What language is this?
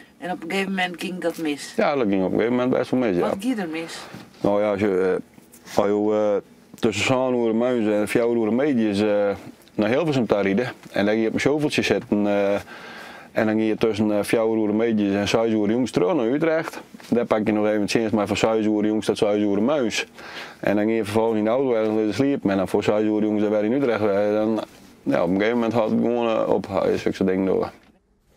Western Frisian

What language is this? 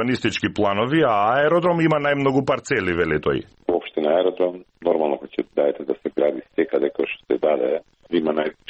Macedonian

